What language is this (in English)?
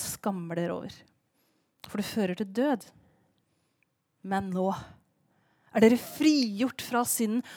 Norwegian